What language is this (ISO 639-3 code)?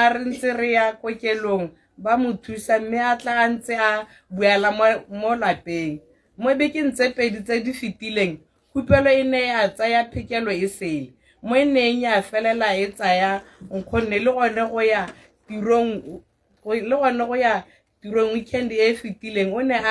tsn